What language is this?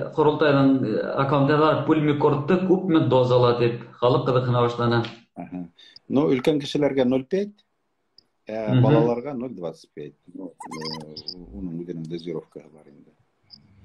Bashkir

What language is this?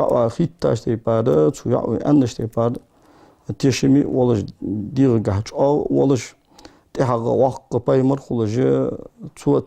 Ingush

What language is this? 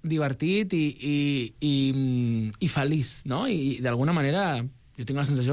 Catalan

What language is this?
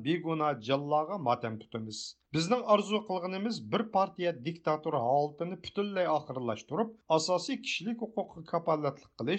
Uyghur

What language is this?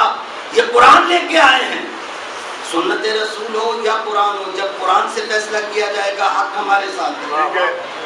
Urdu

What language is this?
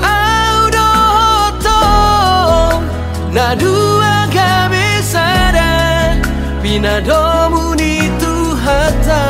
Batak Toba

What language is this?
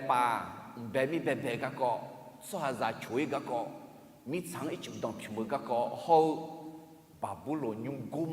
Akha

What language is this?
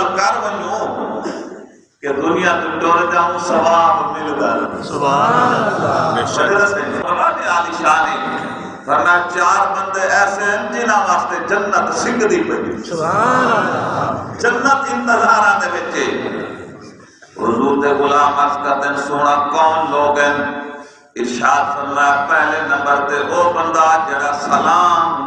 Saraiki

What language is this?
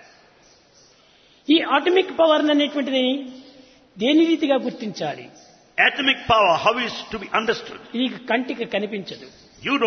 Telugu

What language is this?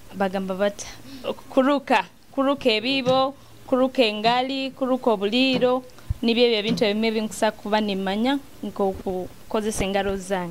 Nyoro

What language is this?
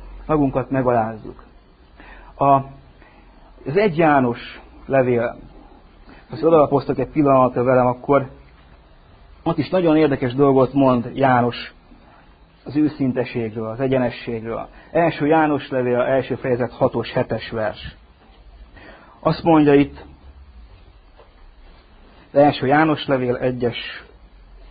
Hungarian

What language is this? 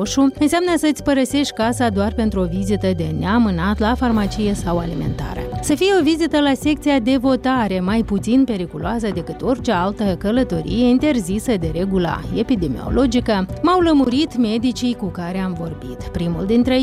Romanian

